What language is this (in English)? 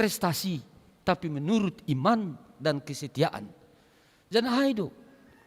Batak Simalungun